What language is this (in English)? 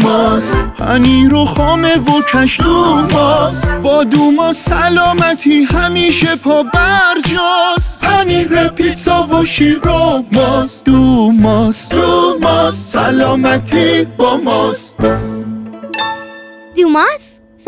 Persian